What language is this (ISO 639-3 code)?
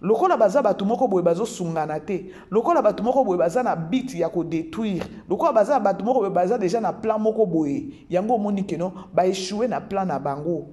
lin